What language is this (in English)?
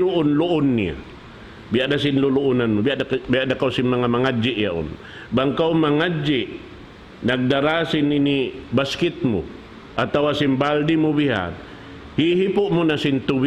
Tausug